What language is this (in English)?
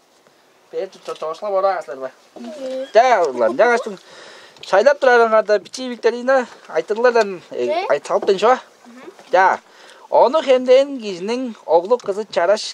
Tuvinian